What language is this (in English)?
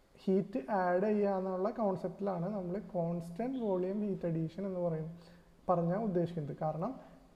Malayalam